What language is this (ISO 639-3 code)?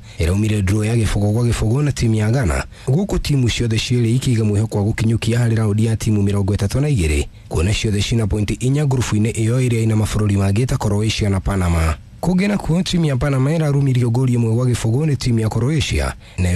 kik